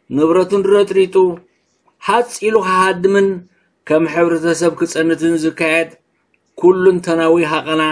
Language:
Tigrinya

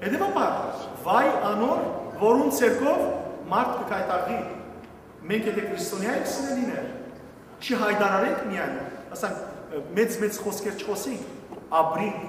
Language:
Western Armenian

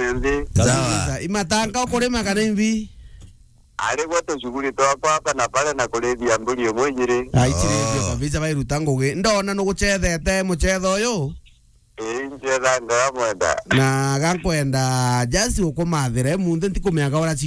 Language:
Meru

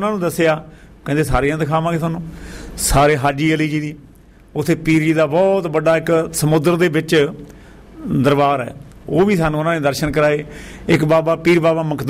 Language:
Punjabi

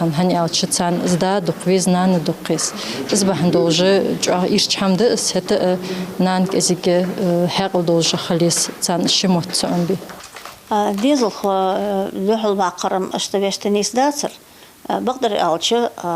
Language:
Ingush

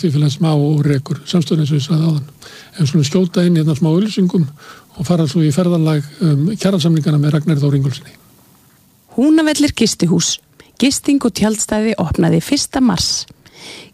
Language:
Icelandic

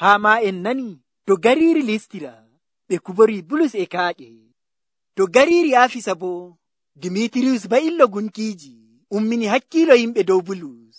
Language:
Nigerian Fulfulde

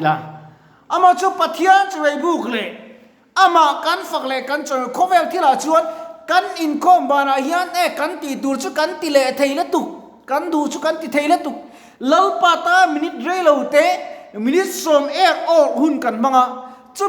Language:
Mizo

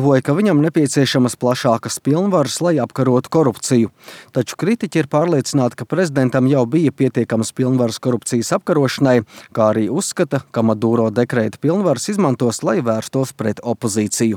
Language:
Latvian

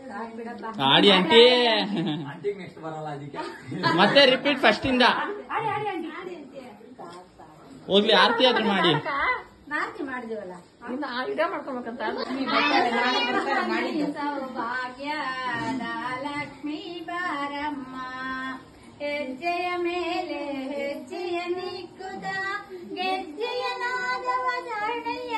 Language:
Kannada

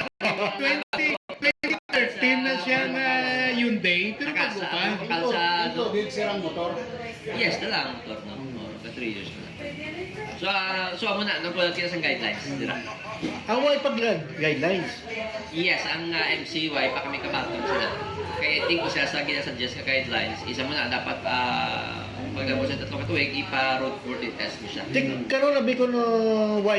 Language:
Hiligaynon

